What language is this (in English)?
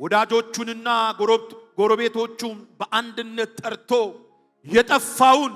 Amharic